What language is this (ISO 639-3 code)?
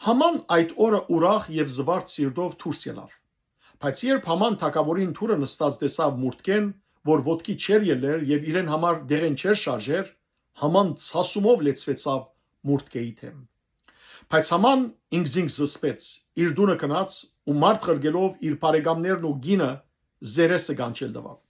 hyw